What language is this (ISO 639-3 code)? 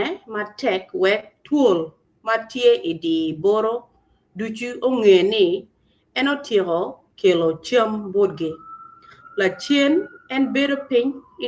ach